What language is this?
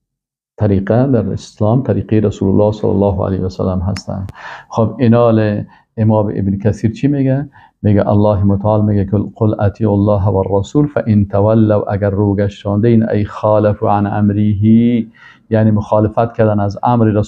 Persian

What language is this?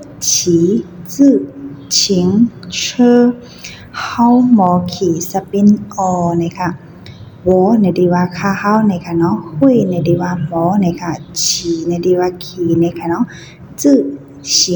Shan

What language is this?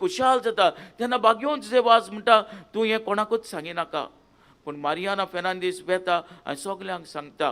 Konkani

